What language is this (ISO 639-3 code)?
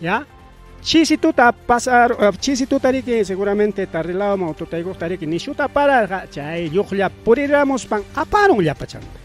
quy